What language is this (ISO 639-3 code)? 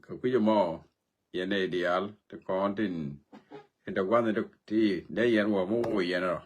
nus